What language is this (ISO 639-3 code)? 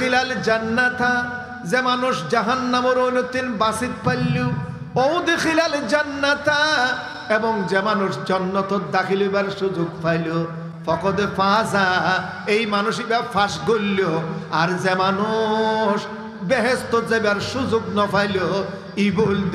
rhg